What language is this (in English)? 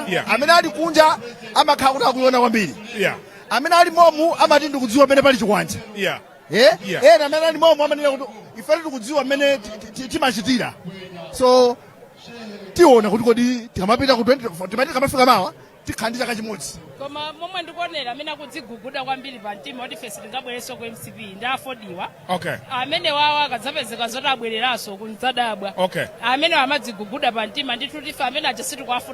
Nyanja